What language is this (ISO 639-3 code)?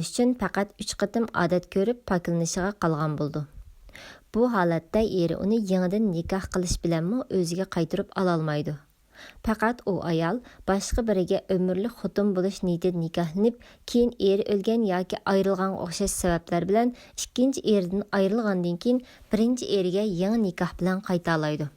uig